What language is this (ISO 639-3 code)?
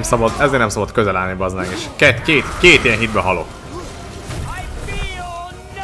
hun